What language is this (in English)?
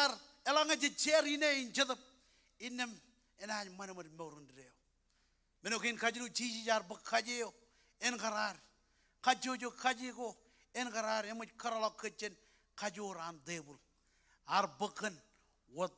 Marshallese